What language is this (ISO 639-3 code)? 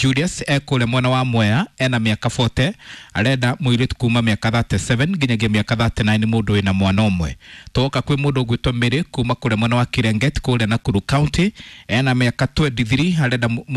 kik